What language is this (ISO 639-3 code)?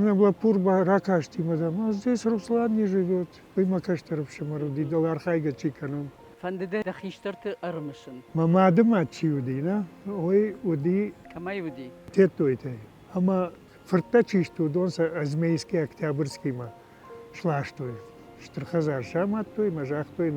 oss